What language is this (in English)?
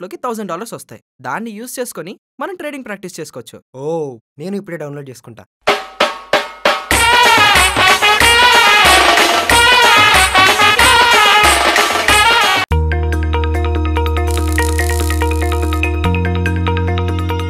Telugu